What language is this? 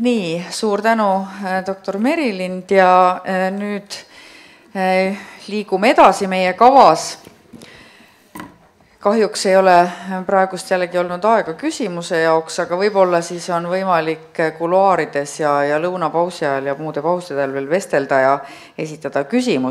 Estonian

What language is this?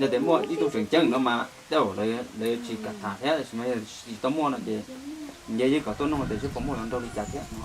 Hmong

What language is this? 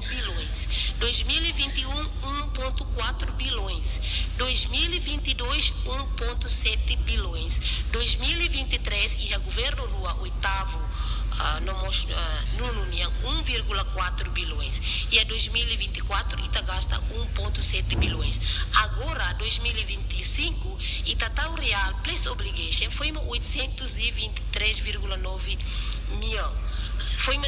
Tetum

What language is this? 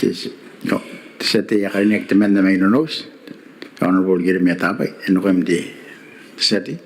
Gilbertese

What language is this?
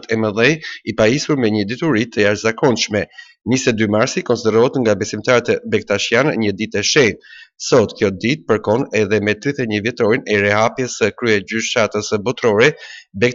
Albanian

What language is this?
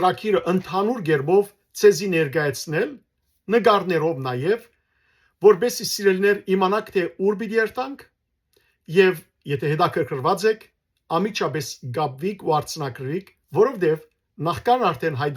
Western Armenian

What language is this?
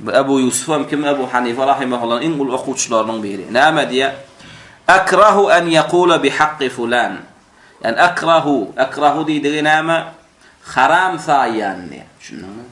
Turkmen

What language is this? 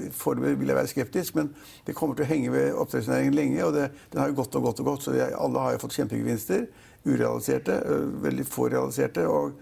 Norwegian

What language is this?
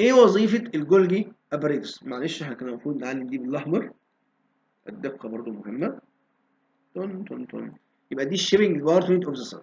Egyptian Arabic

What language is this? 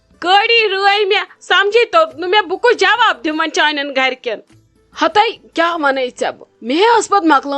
Kashmiri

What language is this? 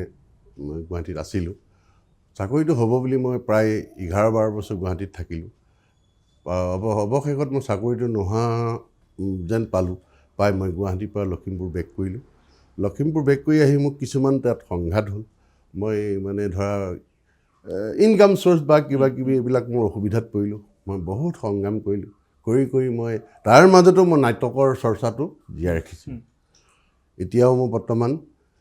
Assamese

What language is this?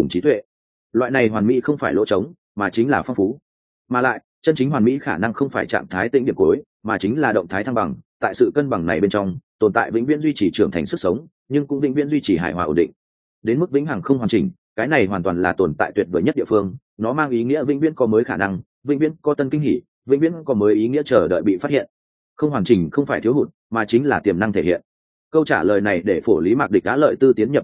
Vietnamese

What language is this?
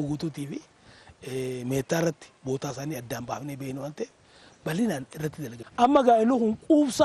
Oromo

